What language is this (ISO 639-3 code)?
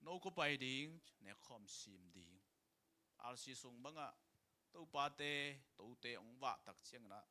ctd